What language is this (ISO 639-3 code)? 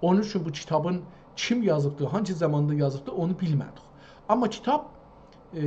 azb